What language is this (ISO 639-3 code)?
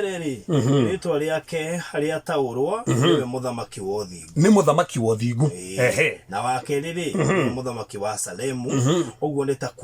kik